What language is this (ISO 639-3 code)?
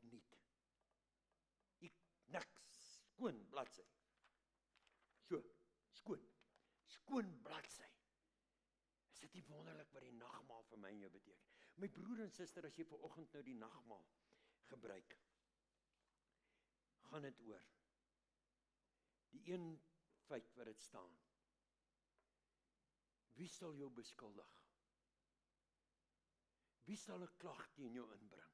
afr